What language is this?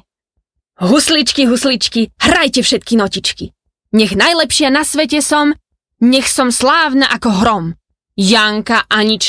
Slovak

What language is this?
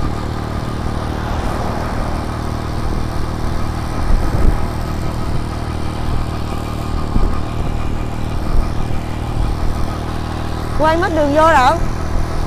Vietnamese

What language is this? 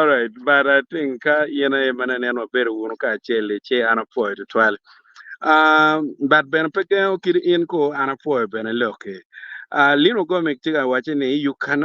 Acoli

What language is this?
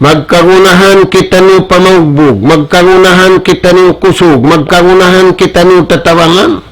Tausug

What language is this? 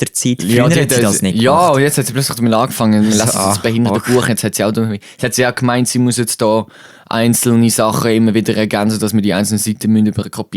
Swiss German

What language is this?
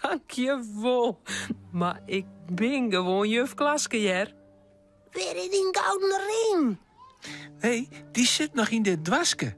Western Frisian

